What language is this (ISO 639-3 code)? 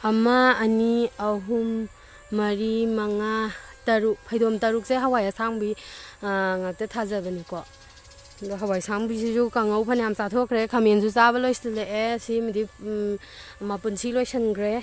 mni